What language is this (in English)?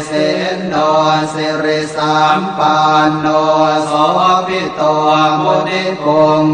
Pali